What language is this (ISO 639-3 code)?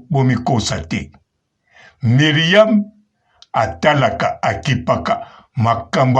lin